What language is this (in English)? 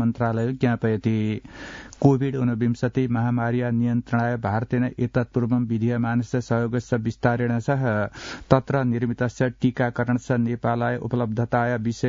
Sanskrit